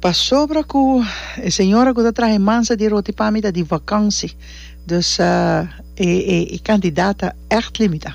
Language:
Papiamento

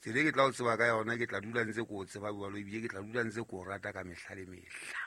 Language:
Southern Sotho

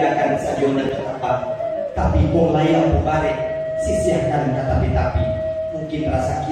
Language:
Minangkabau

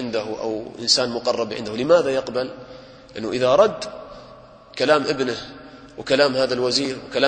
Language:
Arabic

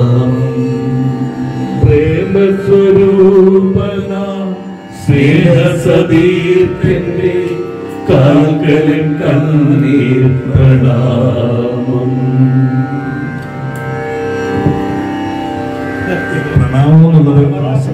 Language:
Malayalam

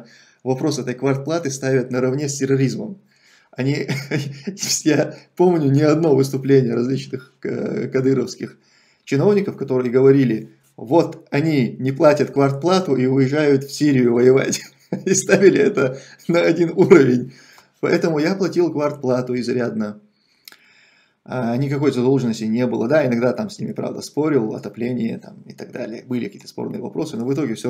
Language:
Russian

